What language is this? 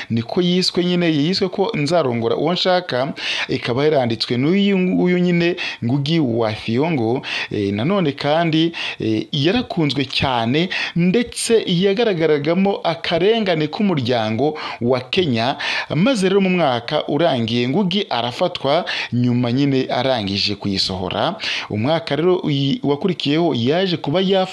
Kinyarwanda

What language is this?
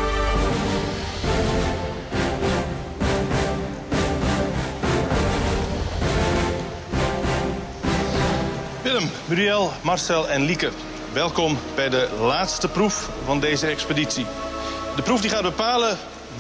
Dutch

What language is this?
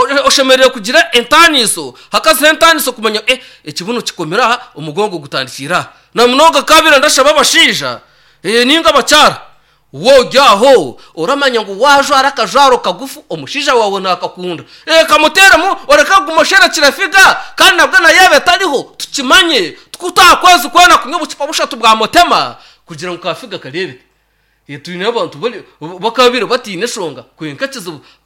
Nyankole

